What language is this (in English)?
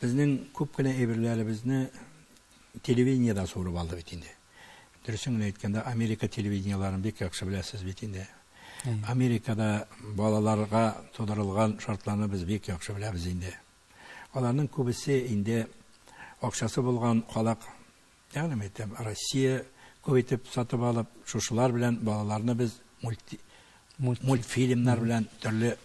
Tatar